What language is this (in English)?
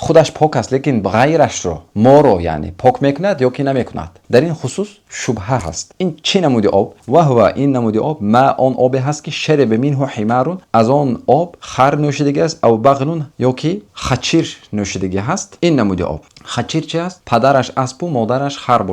Tajik